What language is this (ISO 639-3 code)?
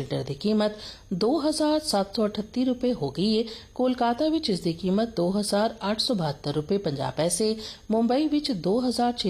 pan